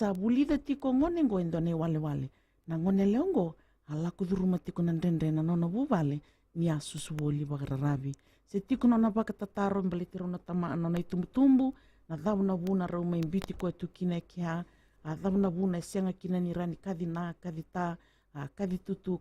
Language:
Fijian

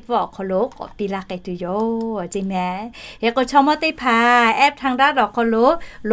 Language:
Lahu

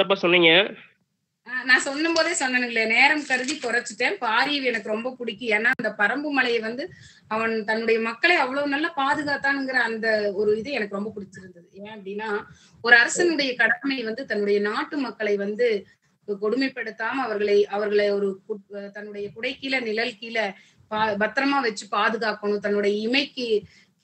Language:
Tamil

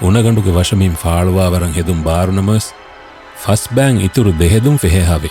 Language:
Divehi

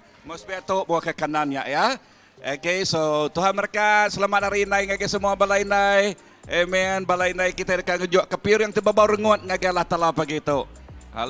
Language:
Iban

